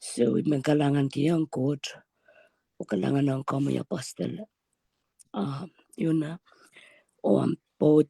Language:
Pohnpeian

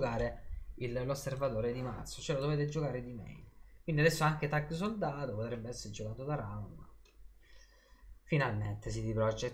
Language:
Italian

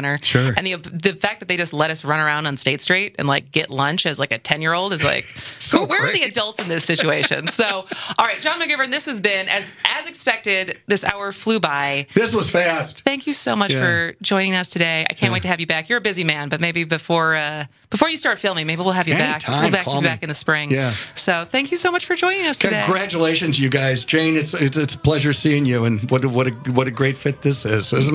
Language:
English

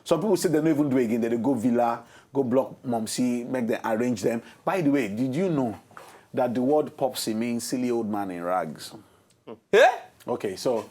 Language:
Nigerian Pidgin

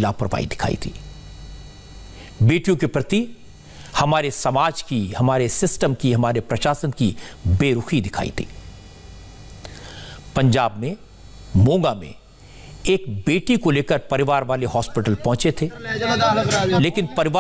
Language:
Hindi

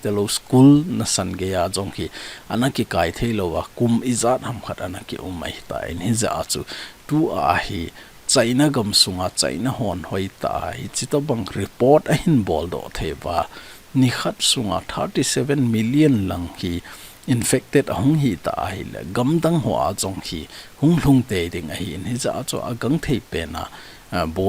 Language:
Thado Chin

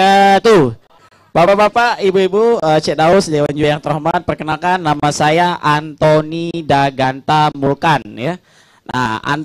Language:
Musi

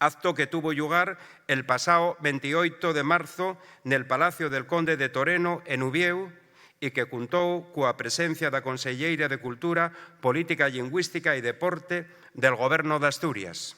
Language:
Asturian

